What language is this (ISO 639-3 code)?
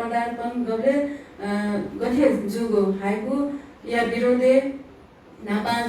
new